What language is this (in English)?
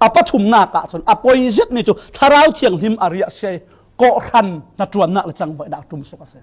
Falam Chin